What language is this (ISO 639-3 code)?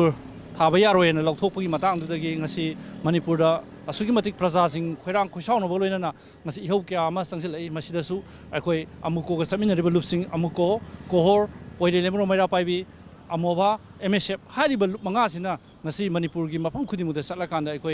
mni